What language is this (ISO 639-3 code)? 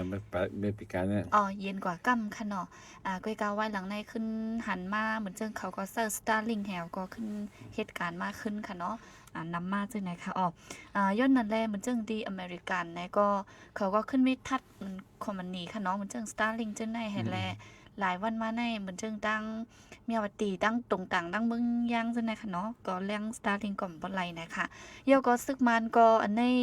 shn